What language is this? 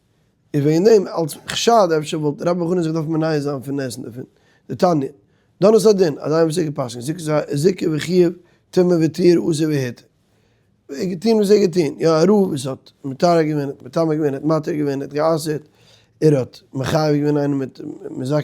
Yiddish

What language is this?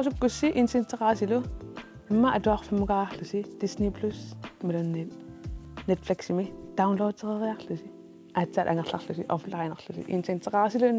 Kalaallisut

